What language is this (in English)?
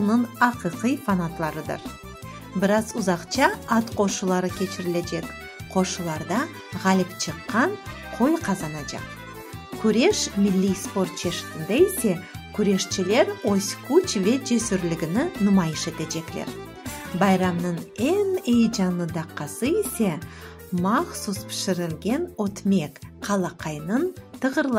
Crimean Tatar